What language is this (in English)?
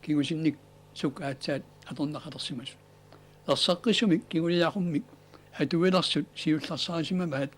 Kalaallisut